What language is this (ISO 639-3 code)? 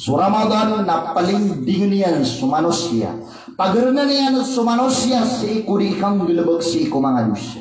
mrw